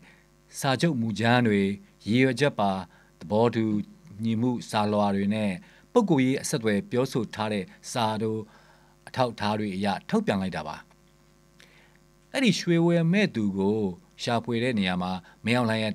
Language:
Burmese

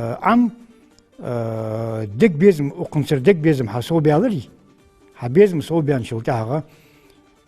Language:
Ingush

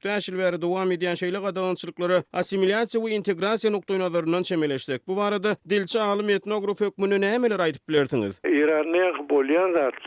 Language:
Turkmen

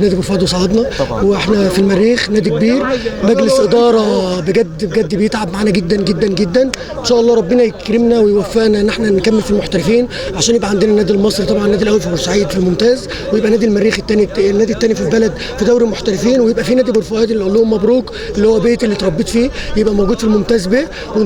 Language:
Egyptian Arabic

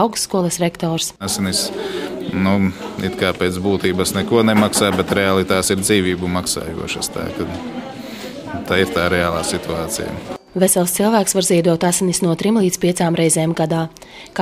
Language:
Latvian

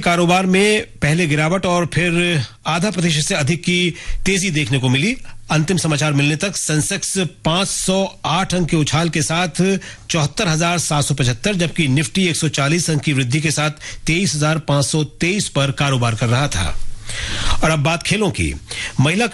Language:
Hindi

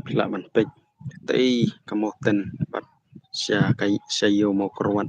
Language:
Khasi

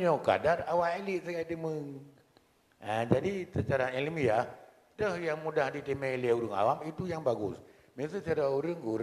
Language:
Achinese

